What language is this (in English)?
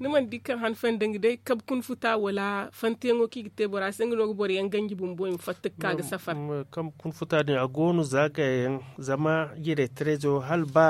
Zarma